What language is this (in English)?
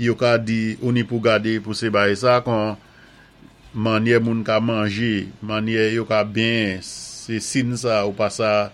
Saint Lucian Creole French